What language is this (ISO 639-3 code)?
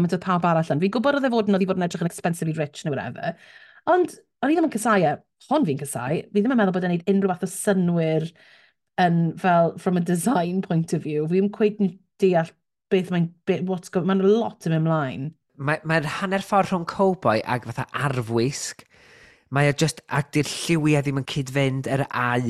cym